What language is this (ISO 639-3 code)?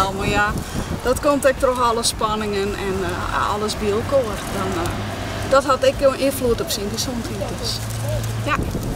fry